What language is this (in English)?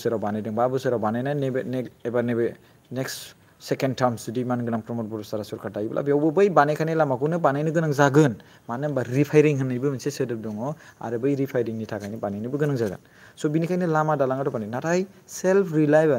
Bodo